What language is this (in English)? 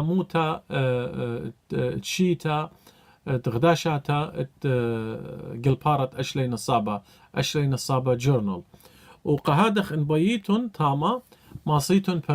Assyrian Neo-Aramaic